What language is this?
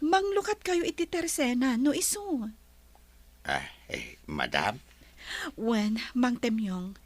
Iloko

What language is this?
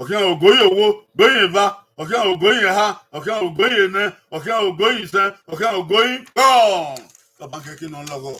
Bini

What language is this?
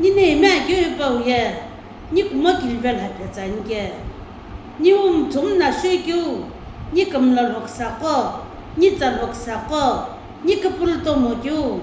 Sumi Naga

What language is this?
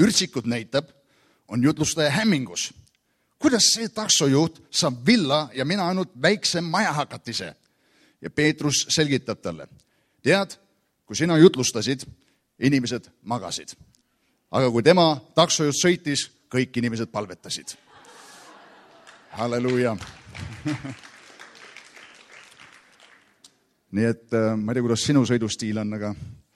Estonian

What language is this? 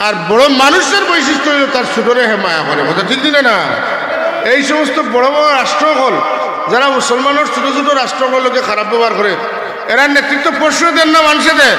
Sylheti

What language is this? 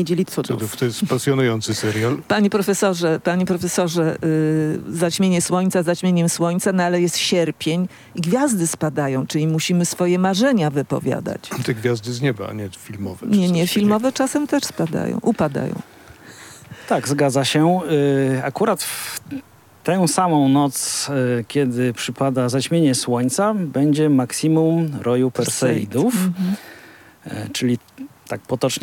Polish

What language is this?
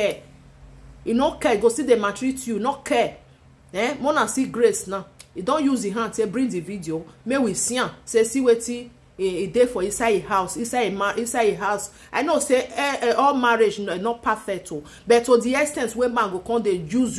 Nigerian Pidgin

